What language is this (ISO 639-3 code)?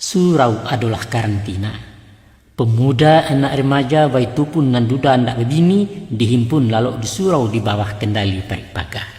min